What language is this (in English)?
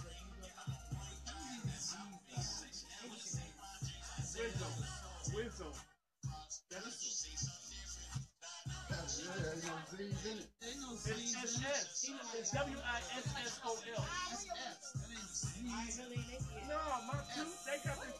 English